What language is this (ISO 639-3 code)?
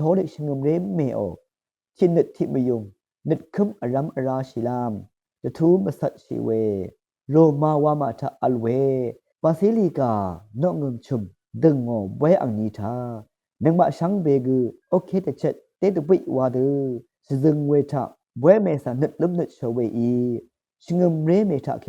raw